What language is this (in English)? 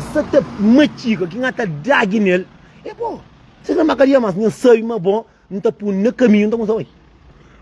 Kabuverdianu